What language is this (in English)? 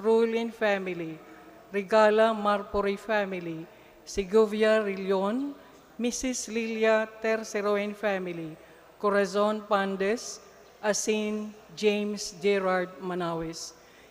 Bikol